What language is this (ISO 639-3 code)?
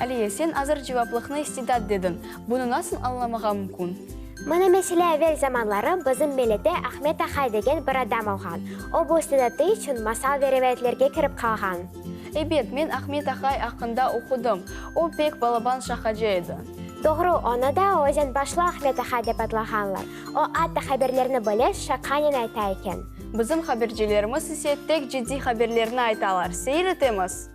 crh